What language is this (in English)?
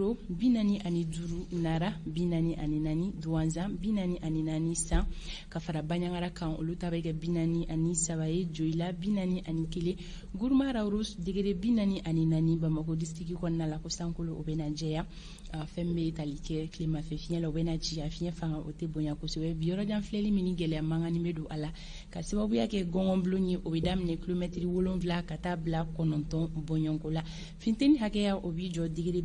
Bambara